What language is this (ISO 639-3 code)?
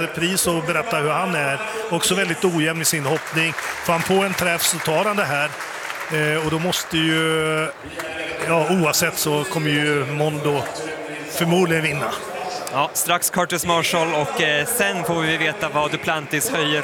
swe